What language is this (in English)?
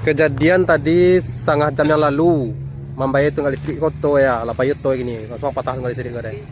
Minangkabau